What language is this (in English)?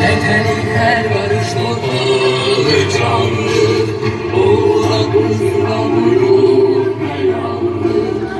South Azerbaijani